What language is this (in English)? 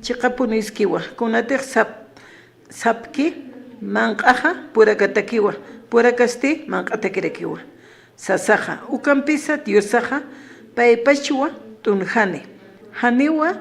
Aymara